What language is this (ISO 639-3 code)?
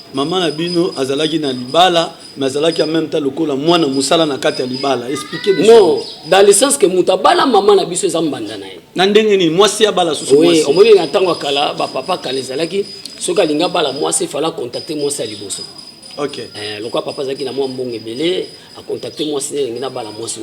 lin